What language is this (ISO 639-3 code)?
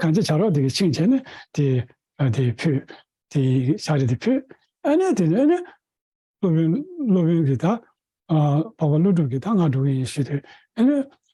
bod